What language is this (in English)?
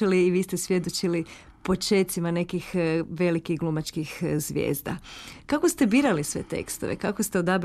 Croatian